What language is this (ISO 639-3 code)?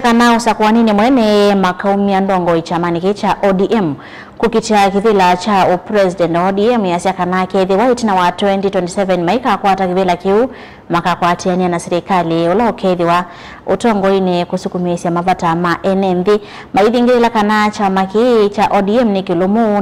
kam